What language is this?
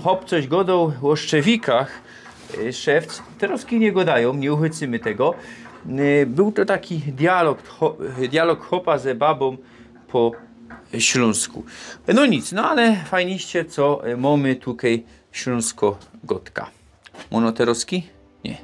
Silesian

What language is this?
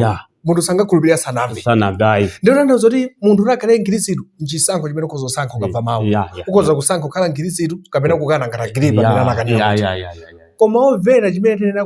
Nyanja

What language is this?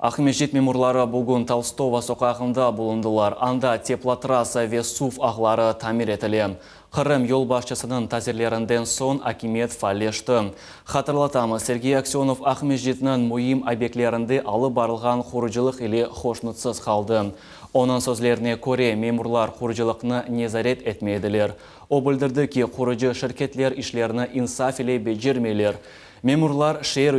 Crimean Tatar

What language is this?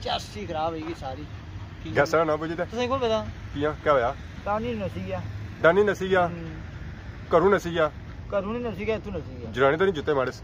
Pahari-Potwari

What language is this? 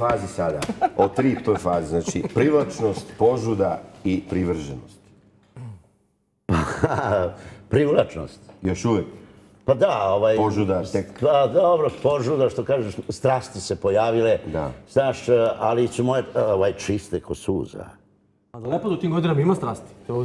Serbian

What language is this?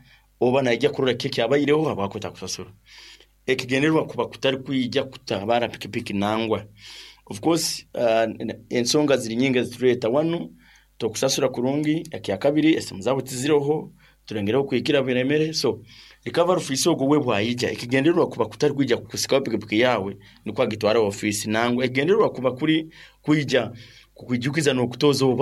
Nyankole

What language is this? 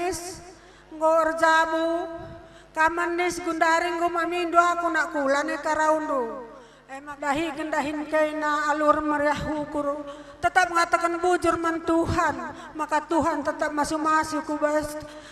Batak Karo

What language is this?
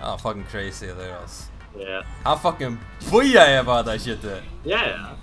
Faroese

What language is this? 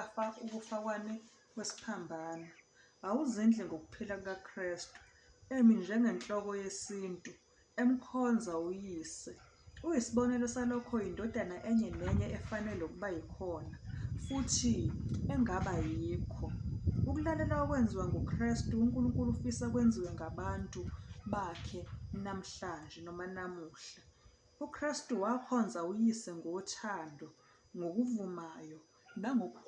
Zulu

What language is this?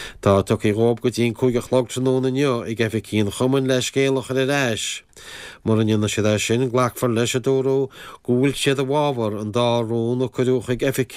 Irish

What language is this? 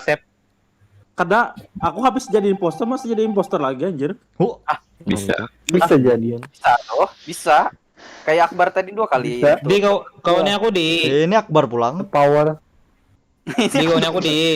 Banjar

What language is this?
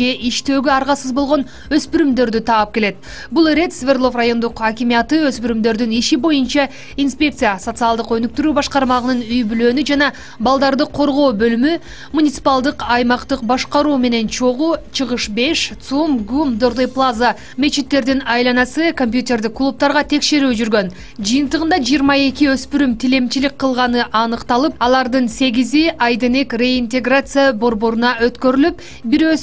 Kyrgyz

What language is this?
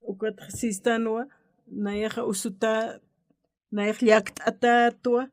Aymara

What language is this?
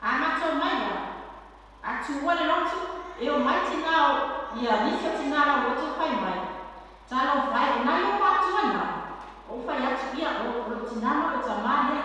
Samoan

